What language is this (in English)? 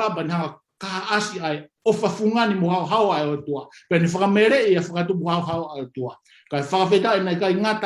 Tongan